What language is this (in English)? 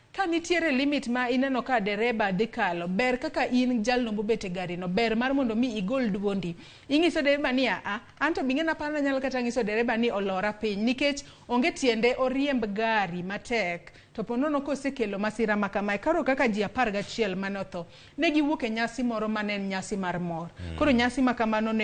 Luo (Kenya and Tanzania)